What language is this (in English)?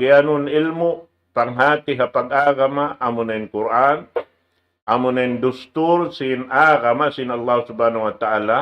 Tausug